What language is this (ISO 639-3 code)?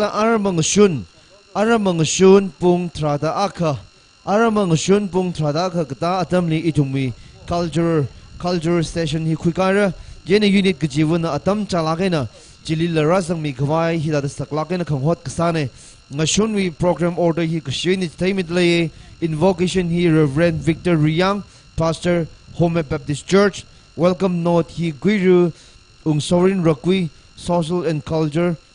nmf